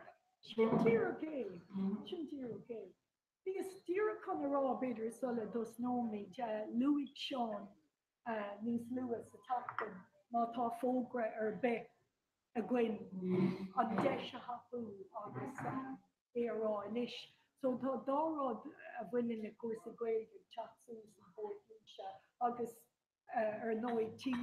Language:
Irish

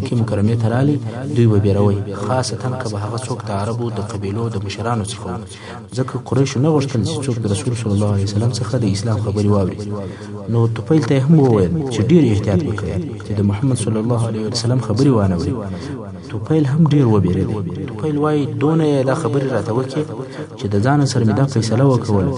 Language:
Pashto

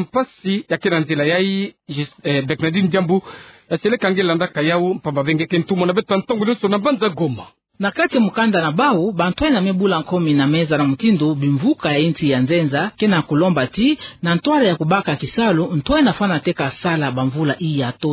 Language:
Kituba (Democratic Republic of Congo)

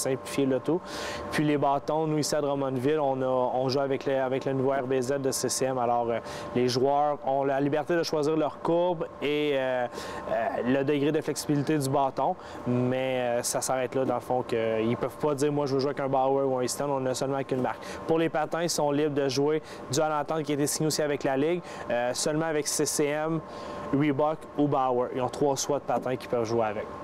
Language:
French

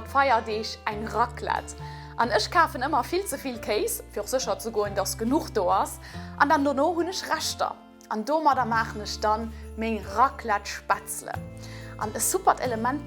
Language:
Luxembourgish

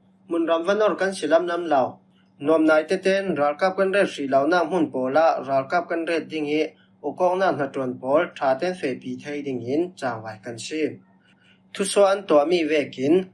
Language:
Falam Chin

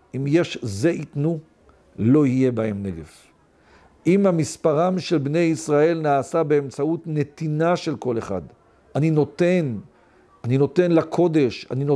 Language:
Hebrew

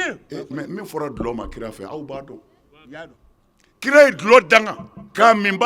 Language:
Bambara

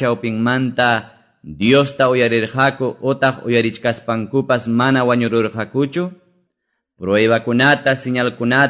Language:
Quechua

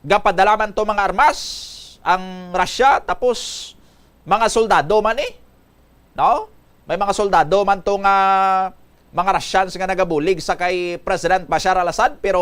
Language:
Hiligaynon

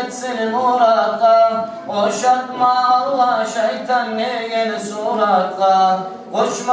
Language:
Kumyk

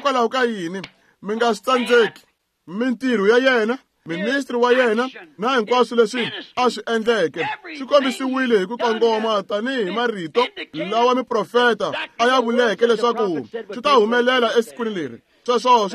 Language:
Tsonga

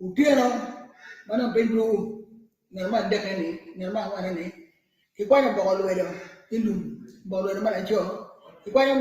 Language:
Acoli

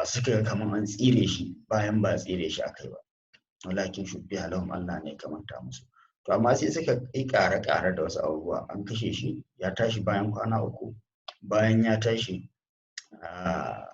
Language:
Hausa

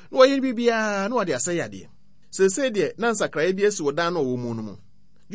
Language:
Akan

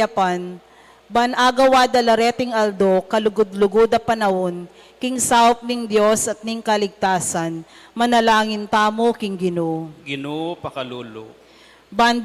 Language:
Pampanga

